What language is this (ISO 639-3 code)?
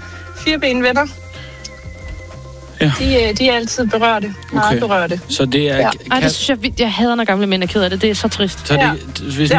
dan